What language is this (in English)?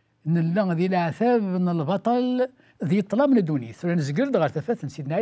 Kabyle